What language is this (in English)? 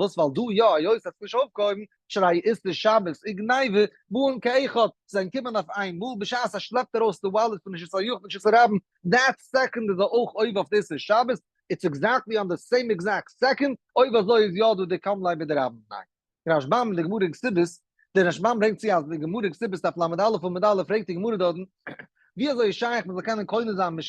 Yiddish